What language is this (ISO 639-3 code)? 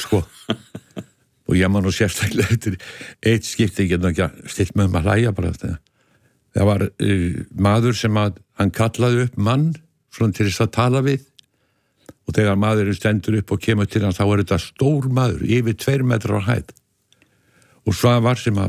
isl